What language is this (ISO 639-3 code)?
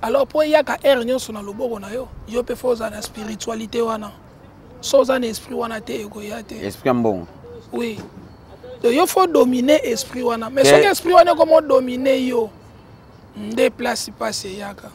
lin